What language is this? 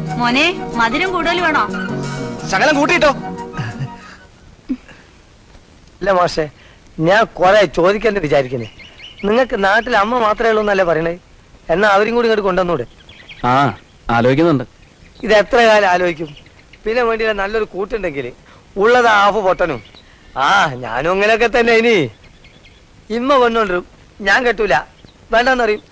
Malayalam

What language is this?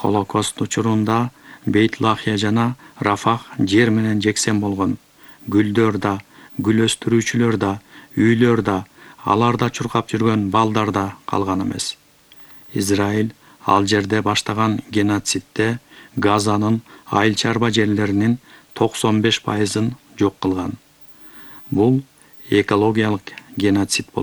Kyrgyz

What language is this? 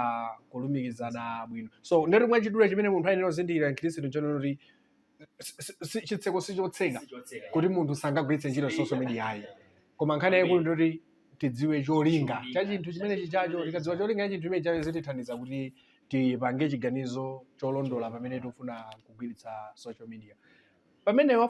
Nyanja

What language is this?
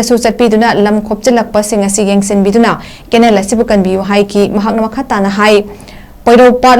Manipuri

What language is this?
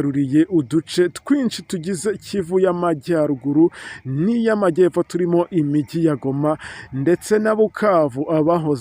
Kinyarwanda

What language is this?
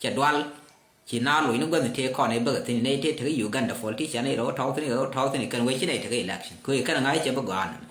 Nuer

